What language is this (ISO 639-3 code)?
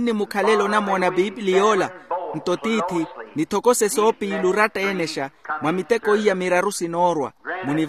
vmw